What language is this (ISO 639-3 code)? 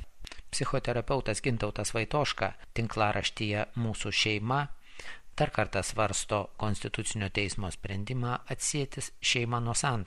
lit